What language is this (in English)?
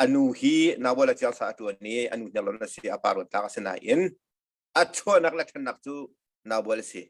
Hakha Chin